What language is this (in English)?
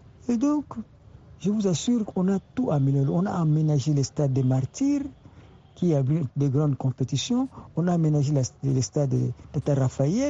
French